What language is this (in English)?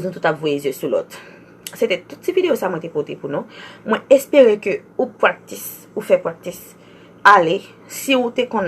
Haitian Creole